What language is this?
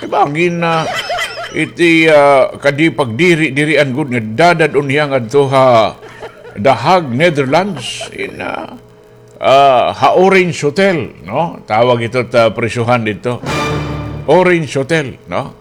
Waray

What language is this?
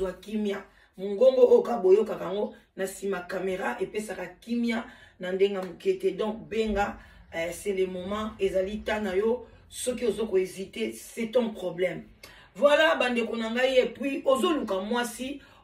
Lingala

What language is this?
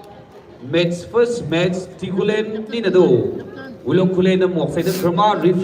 Maram Naga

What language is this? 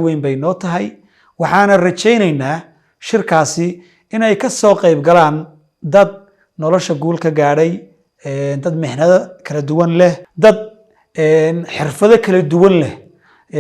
Somali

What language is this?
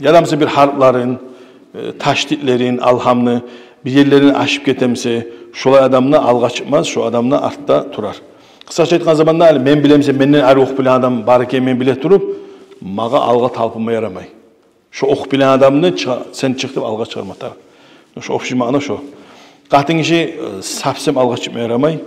Kumyk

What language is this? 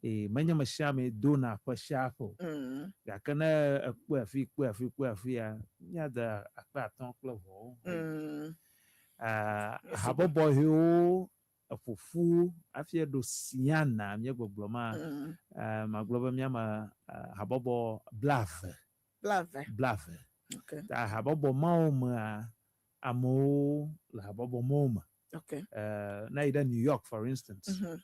Ewe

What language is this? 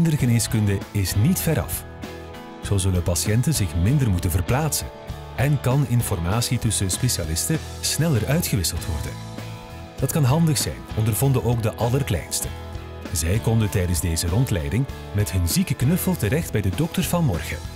Dutch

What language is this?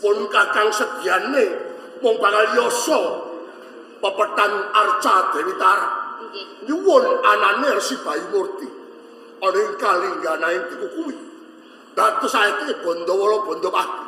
Javanese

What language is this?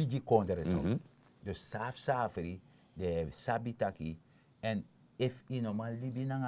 Sranan Tongo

